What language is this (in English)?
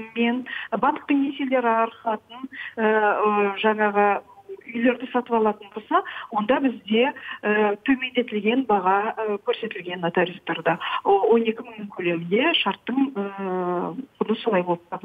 Kazakh